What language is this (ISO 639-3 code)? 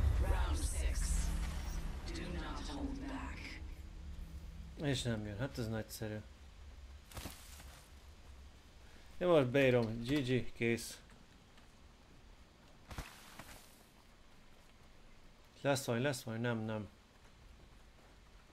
hun